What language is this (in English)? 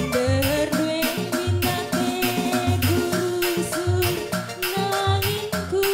Batak Karo